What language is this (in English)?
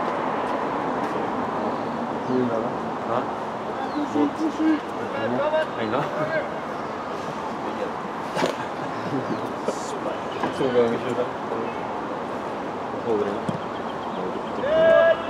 Norwegian